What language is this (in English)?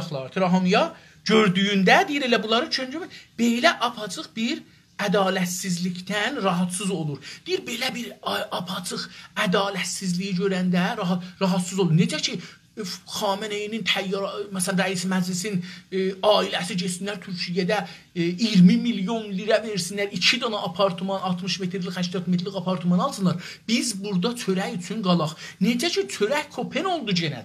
South Azerbaijani